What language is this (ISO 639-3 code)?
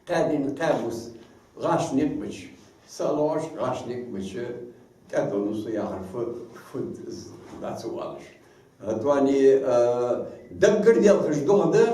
inh